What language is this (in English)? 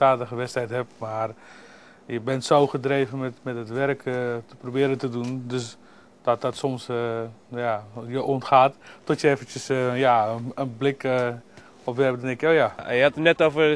Dutch